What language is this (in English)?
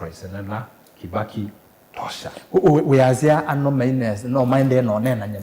Kamba